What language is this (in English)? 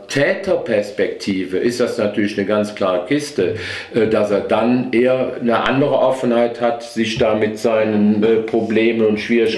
German